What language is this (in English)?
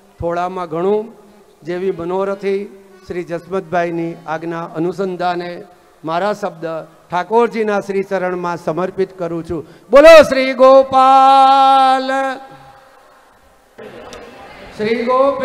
Gujarati